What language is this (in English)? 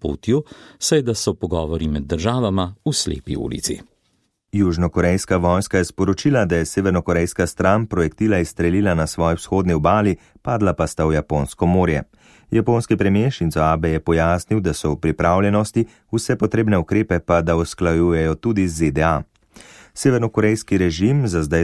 Slovenian